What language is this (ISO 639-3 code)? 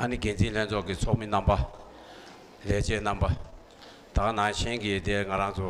bod